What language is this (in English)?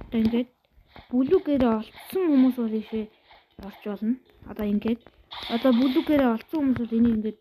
Mongolian